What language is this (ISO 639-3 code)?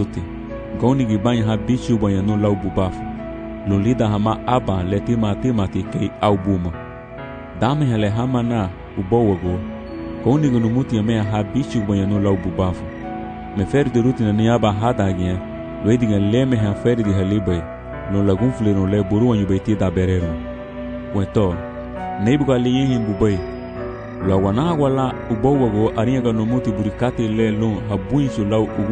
cab